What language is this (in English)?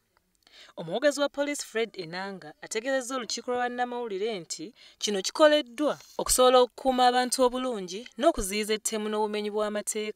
Ganda